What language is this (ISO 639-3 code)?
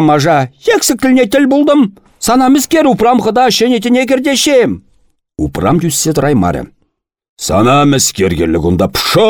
chv